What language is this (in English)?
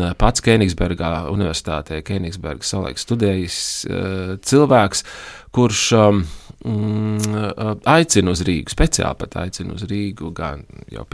Latvian